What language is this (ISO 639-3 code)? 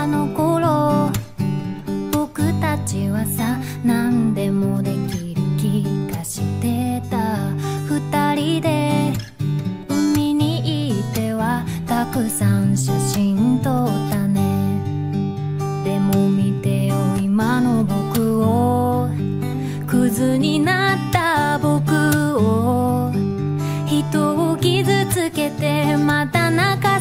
jpn